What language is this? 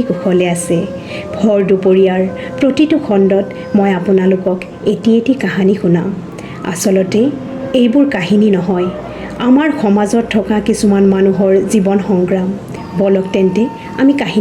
Assamese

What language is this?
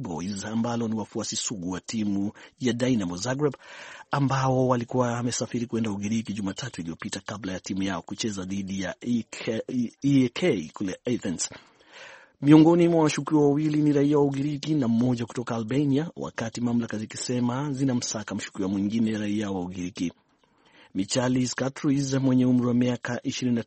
Swahili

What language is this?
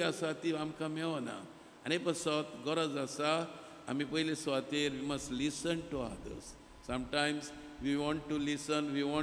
Konkani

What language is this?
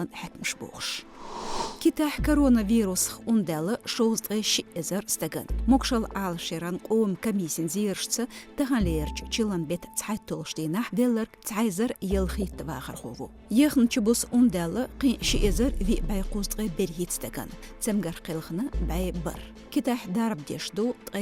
Chechen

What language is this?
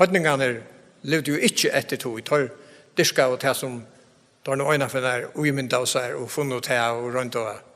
Faroese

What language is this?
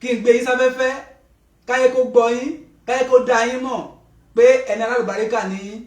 Yoruba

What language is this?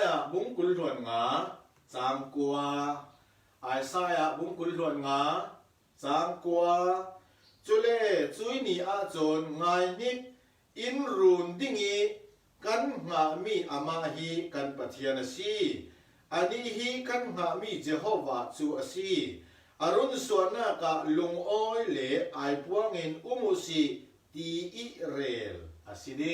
Falam Chin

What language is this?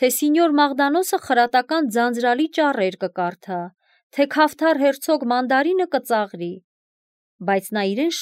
Armenian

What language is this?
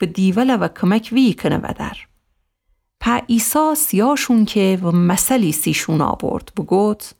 Gilaki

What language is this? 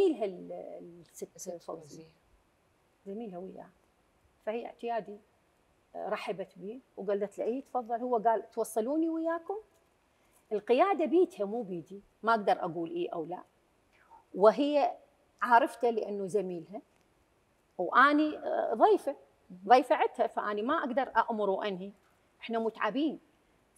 Mesopotamian Arabic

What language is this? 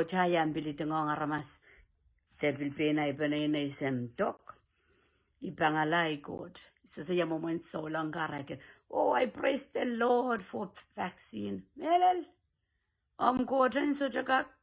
Pohnpeian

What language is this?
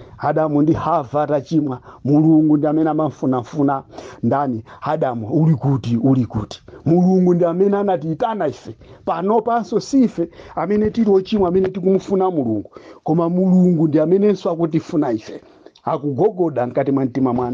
Nyanja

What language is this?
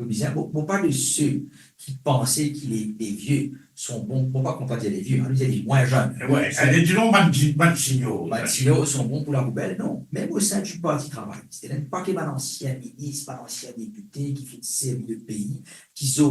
Morisyen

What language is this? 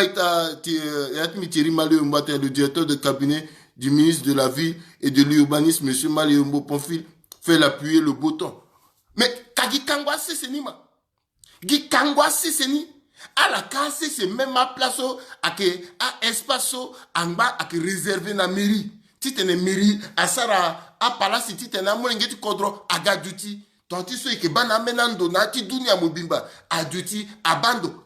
Sango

